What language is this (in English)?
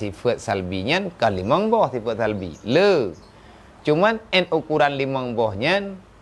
Achinese